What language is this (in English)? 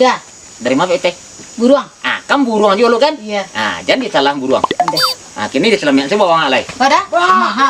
Minangkabau